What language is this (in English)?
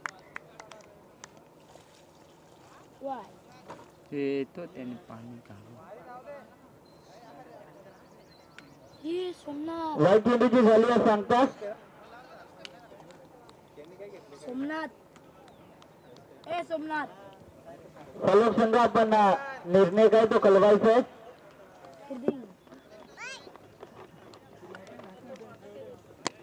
Marathi